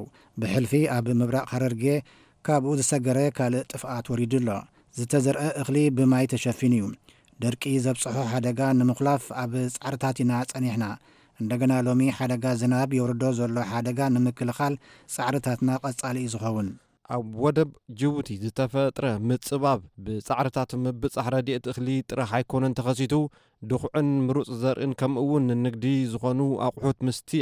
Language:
Tigrinya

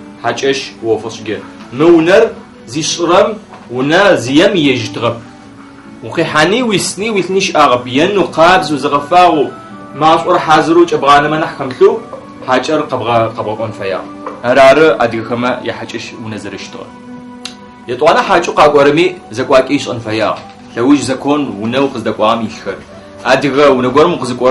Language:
Adyghe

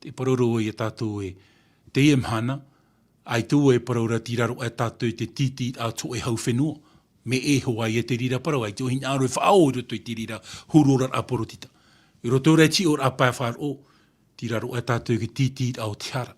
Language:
Tahitian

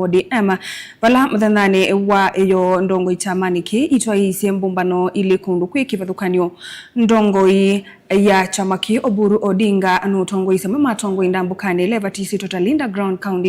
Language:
Kamba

